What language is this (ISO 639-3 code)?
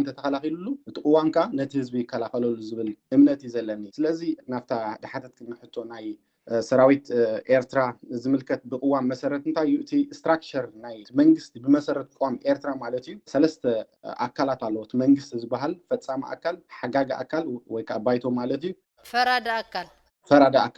tir